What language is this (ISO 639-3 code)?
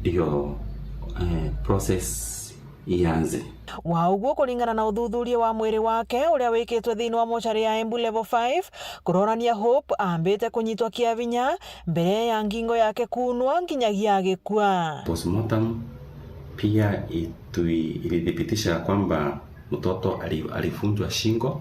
mer